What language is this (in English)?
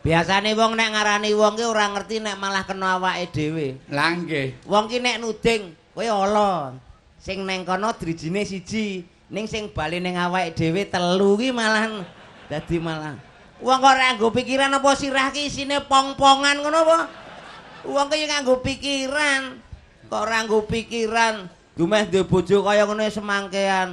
Javanese